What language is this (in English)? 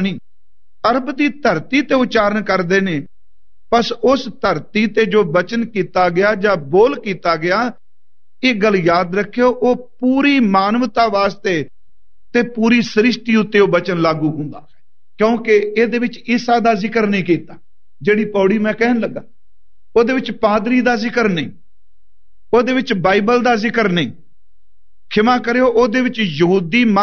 Punjabi